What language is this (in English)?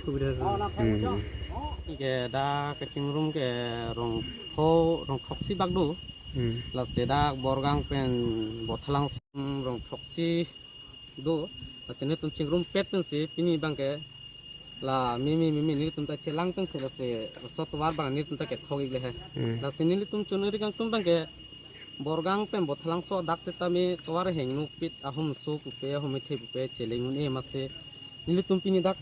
Karbi